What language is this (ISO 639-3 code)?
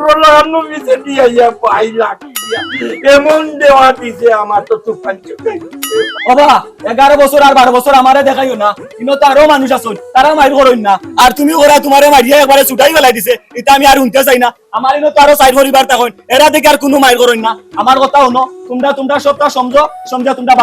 syl